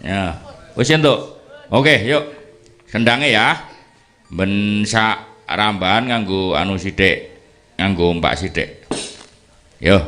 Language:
Javanese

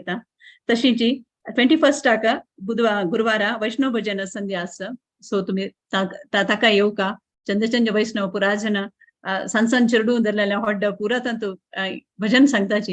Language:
Konkani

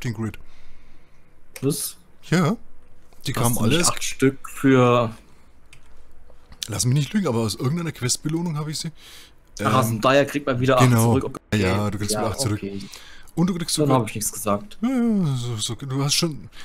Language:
German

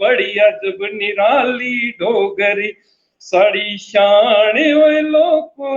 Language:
Dogri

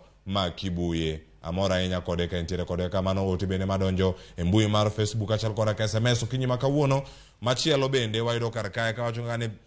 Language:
Luo (Kenya and Tanzania)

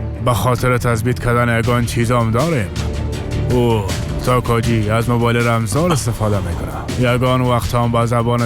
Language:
Persian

